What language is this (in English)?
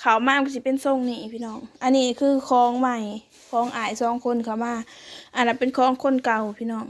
Lao